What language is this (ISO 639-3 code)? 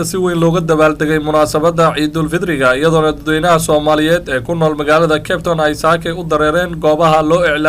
som